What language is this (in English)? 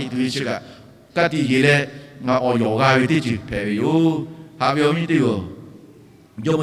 Lahu